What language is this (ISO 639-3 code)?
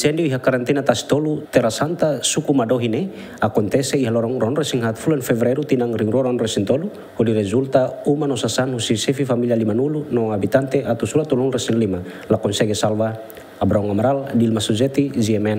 tet